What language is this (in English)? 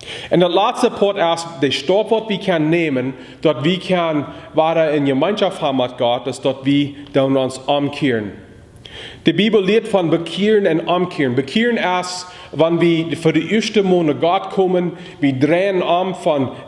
Plautdietsch